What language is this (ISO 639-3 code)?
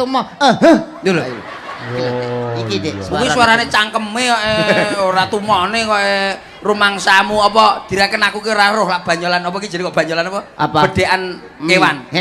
jav